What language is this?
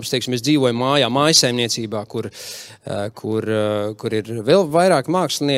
Latvian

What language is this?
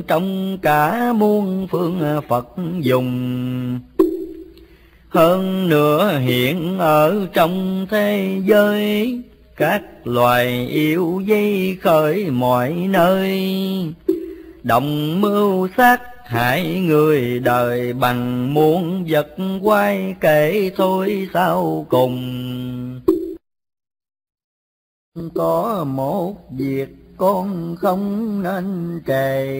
Vietnamese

